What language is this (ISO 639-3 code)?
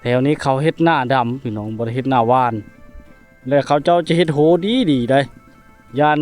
lao